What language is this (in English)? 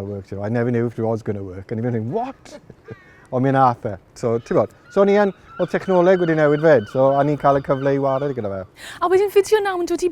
Welsh